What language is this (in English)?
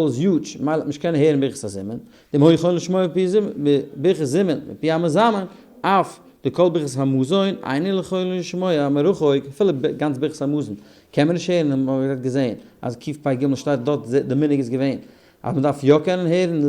Yiddish